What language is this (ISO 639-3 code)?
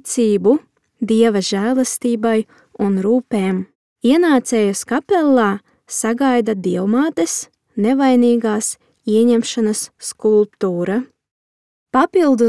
lav